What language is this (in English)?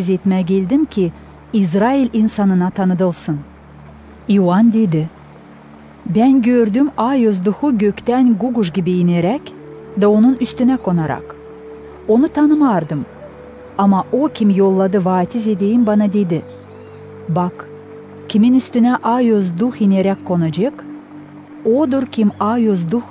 Gagauz